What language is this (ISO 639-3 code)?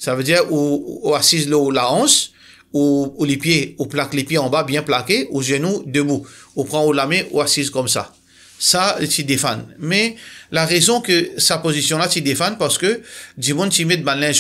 mfe